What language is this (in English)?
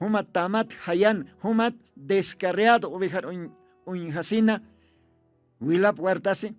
Aymara